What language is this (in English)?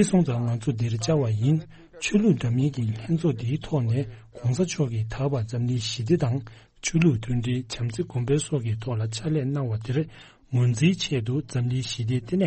Tibetan